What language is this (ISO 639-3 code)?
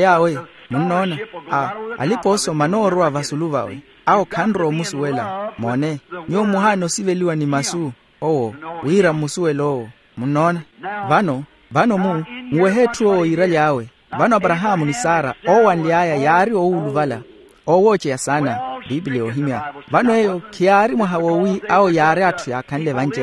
vmw